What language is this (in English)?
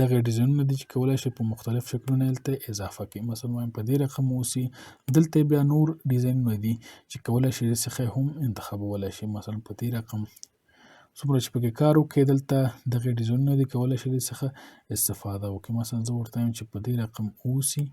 Pashto